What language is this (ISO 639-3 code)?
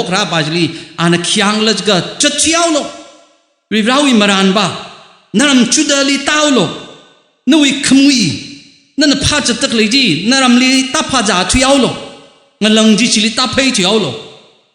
nmf